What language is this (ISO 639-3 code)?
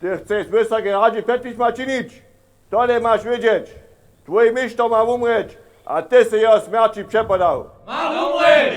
hsb